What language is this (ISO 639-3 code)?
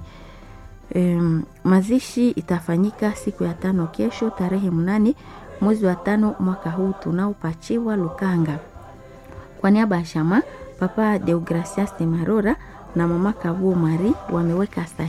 swa